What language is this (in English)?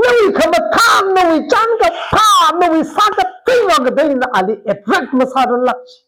Tangkhul Naga (India)